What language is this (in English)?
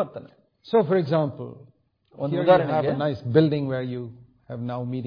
Kannada